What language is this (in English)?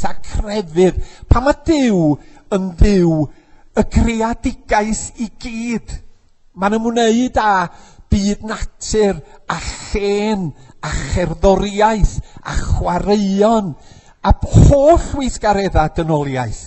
Welsh